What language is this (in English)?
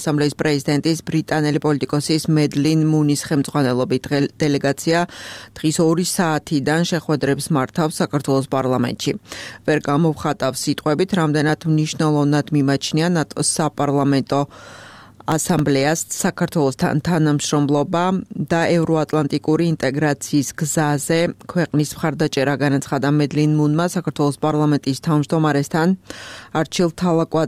Georgian